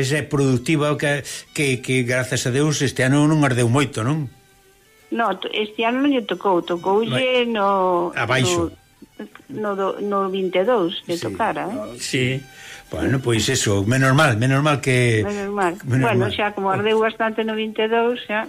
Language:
Galician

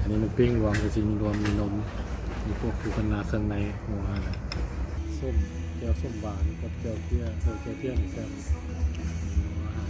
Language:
Lao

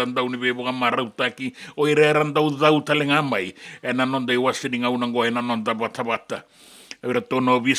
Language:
Fijian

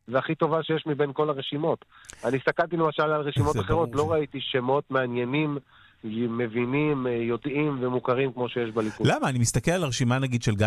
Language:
Hebrew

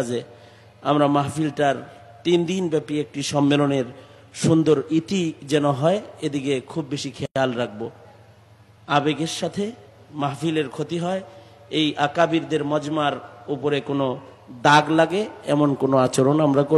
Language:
Bangla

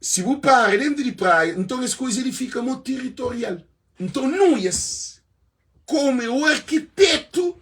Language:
Kabuverdianu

